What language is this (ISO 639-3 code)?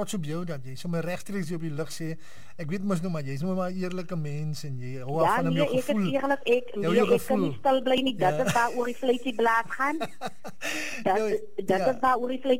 afr